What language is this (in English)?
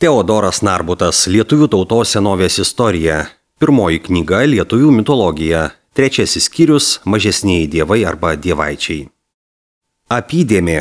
Lithuanian